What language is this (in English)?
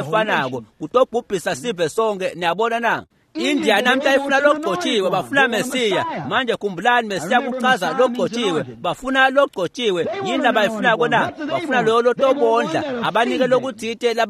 Swati